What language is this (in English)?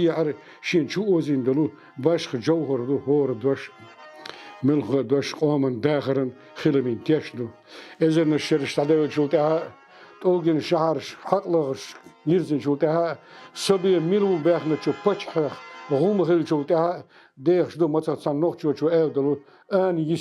Chechen